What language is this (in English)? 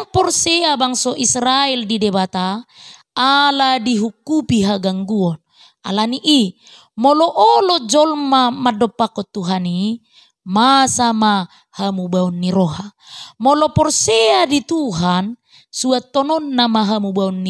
Batak Toba